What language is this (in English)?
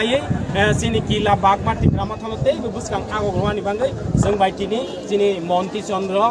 Kok Borok